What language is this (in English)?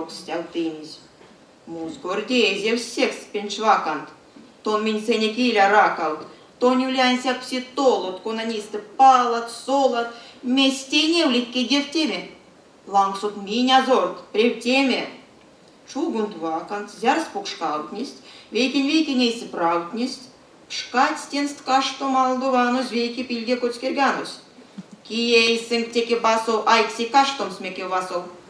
Erzya